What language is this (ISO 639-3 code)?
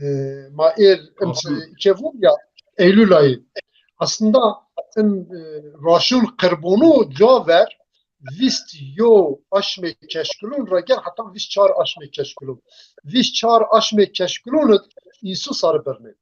zza